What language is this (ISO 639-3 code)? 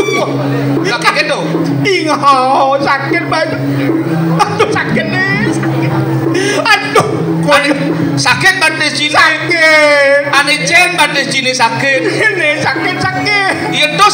ban